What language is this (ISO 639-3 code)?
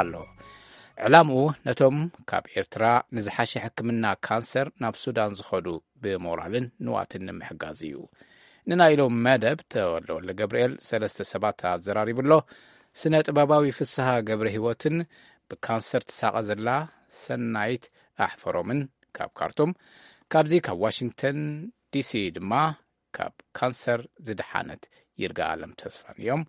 tir